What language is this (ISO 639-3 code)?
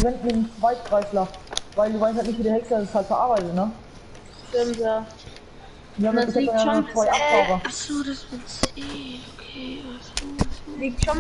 bar